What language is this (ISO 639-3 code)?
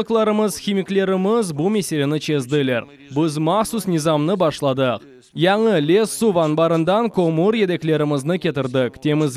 crh